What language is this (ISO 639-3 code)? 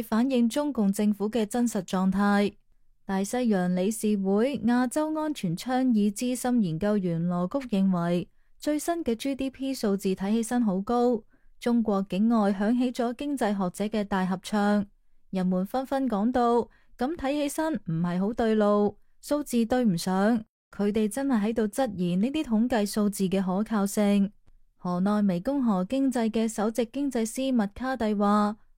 yue